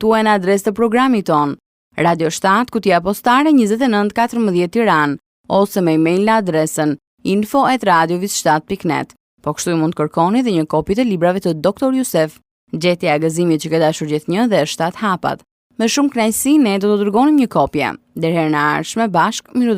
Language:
Albanian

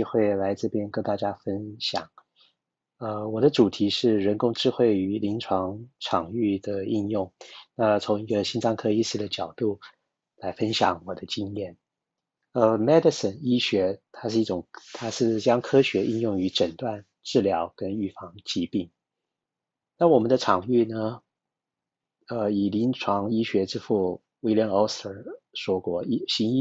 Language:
Chinese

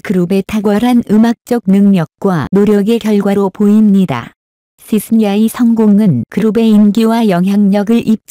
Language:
Korean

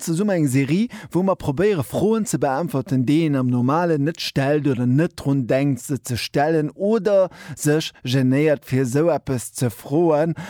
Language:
Luxembourgish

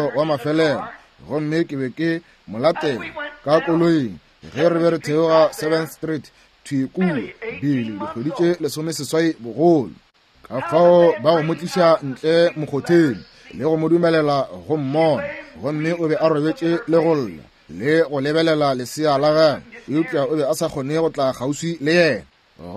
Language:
Northern Sotho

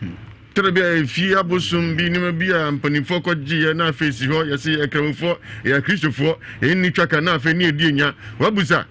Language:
Akan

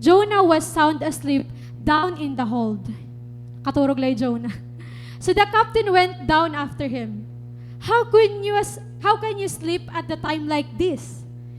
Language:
Waray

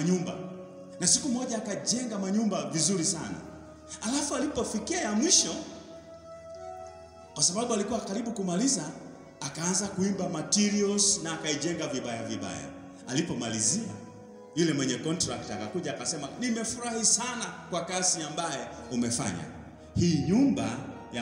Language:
Swahili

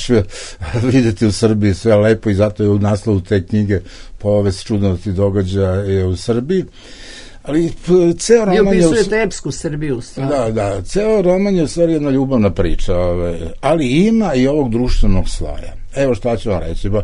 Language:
Serbian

